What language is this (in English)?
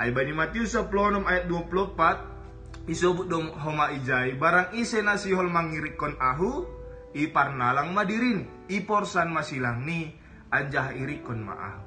Batak Simalungun